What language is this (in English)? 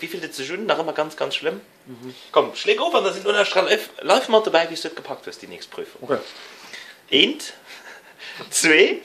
Luxembourgish